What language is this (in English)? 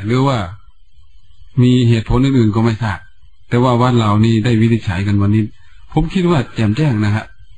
Thai